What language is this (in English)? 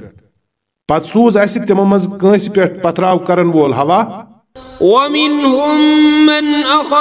Kashmiri